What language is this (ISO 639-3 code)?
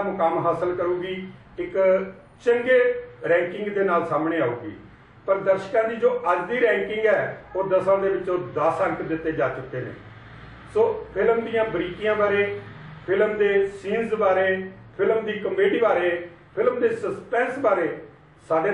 pan